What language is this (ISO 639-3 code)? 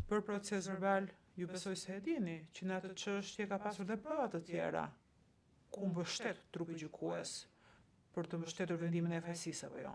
sqi